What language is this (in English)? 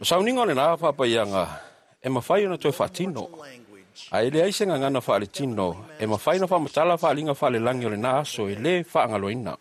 Samoan